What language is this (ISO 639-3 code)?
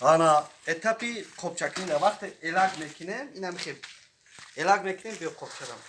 tgk